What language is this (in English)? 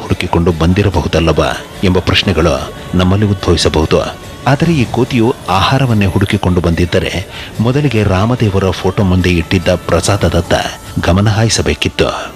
Kannada